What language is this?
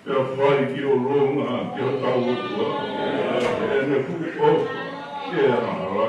Tongan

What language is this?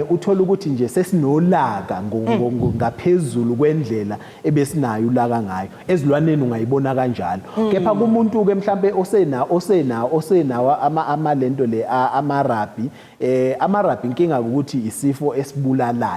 Zulu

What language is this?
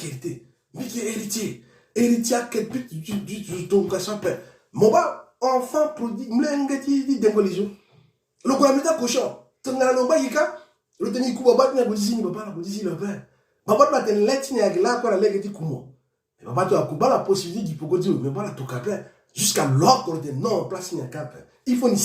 Sango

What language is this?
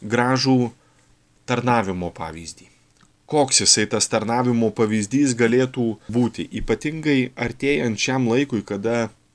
Lithuanian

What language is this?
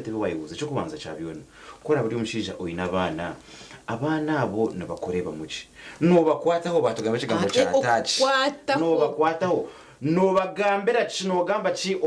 Nyankole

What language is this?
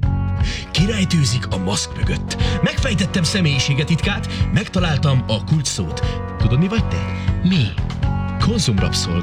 Hungarian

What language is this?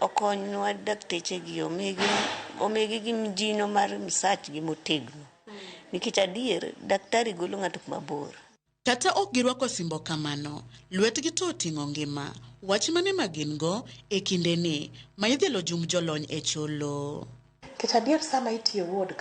Luo (Kenya and Tanzania)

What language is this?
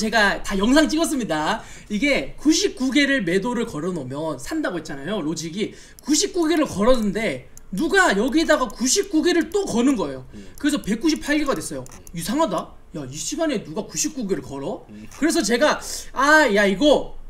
Korean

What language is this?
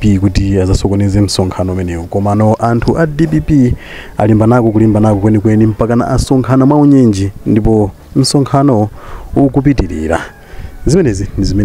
Nyanja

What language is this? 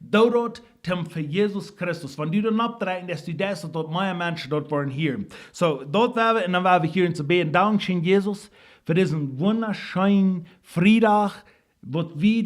Plautdietsch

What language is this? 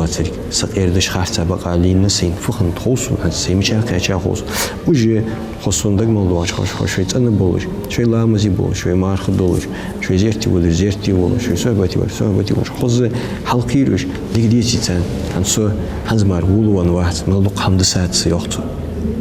Ingush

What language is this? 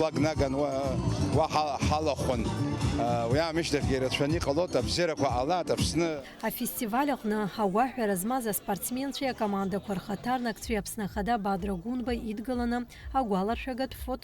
Abkhazian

